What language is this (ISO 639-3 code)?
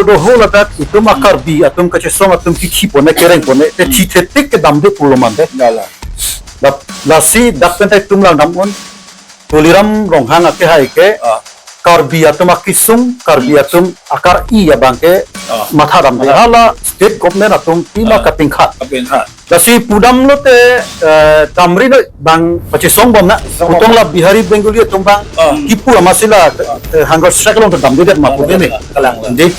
mjw